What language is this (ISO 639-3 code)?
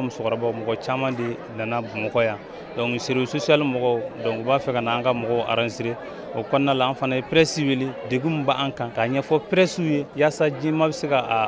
bam